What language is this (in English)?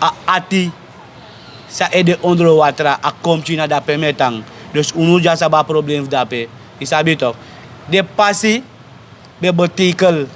Sranan Tongo